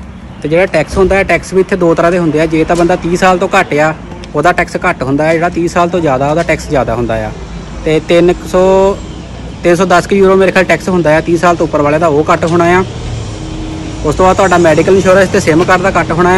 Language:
Punjabi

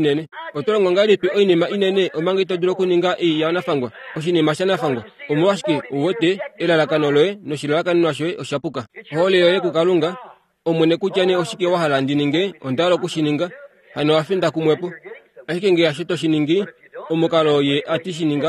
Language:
Kuanyama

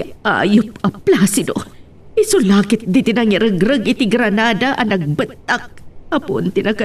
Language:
Iloko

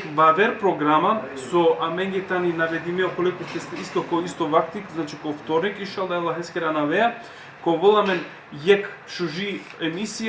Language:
Balkan Romani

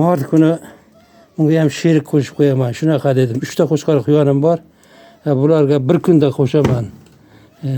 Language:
Uzbek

